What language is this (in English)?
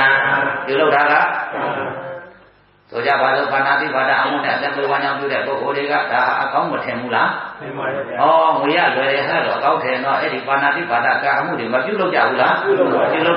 Burmese